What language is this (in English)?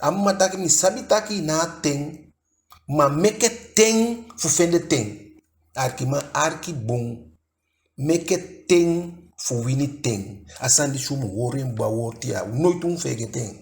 Eastern Maroon Creole